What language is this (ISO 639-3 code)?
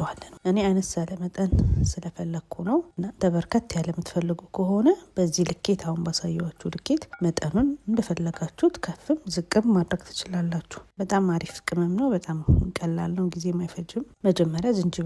amh